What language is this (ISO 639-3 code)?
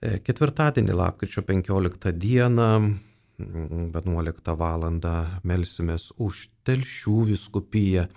lit